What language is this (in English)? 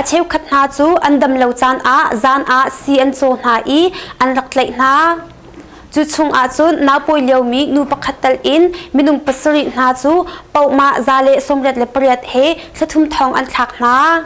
Hakha Chin